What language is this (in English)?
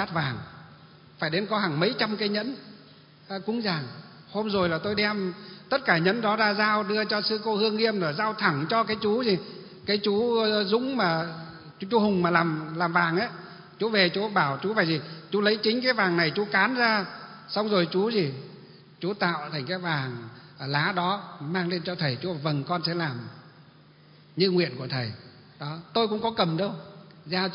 Vietnamese